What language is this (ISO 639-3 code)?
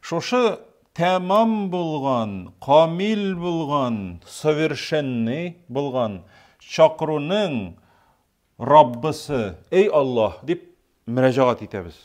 tat